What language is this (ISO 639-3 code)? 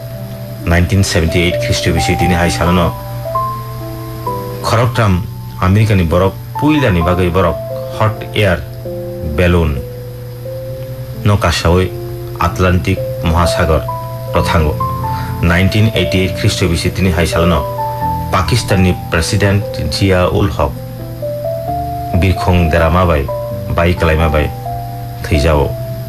ben